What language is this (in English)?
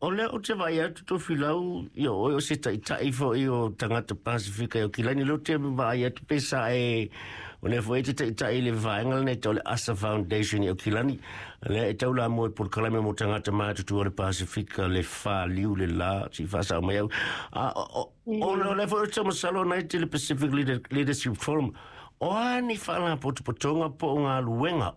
Samoan